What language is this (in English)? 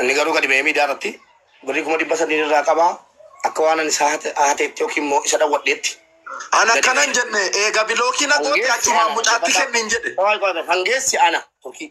Oromo